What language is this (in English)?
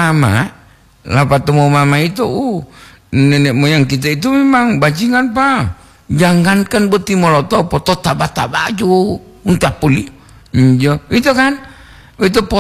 Gorontalo